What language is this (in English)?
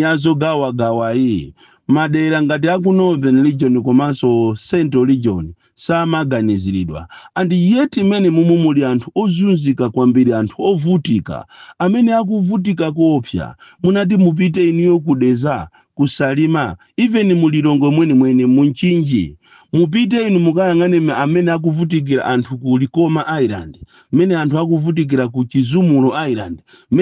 Nyanja